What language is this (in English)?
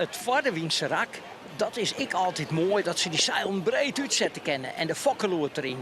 Western Frisian